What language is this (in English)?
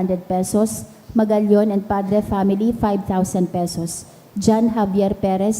Bikol